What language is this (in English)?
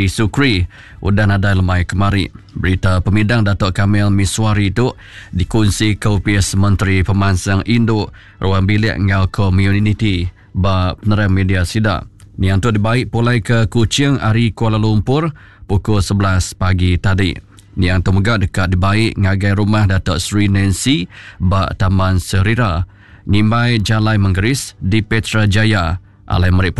Iban